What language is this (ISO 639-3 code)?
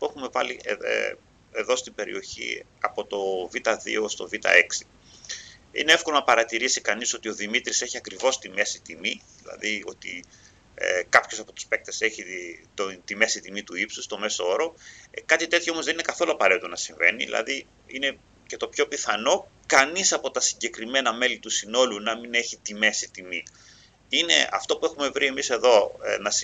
ell